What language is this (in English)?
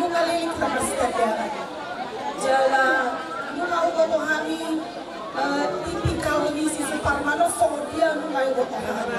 Batak Toba